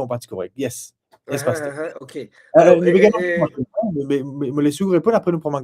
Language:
Morisyen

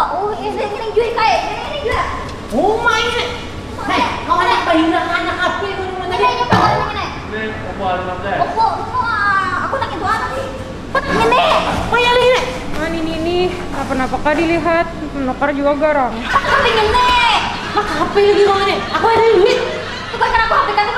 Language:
Banjar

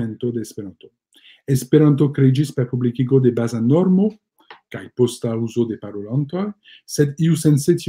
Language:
Esperanto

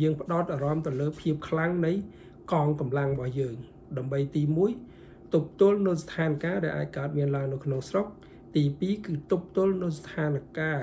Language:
Khmer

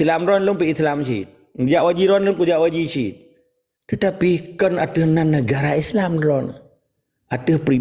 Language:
Achinese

